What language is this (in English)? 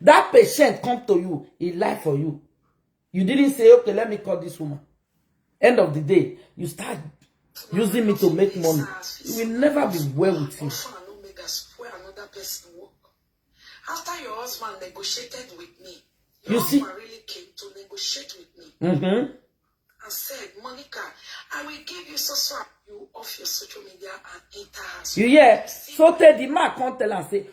Nigerian Pidgin